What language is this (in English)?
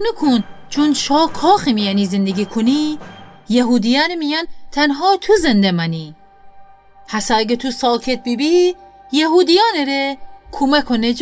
Gilaki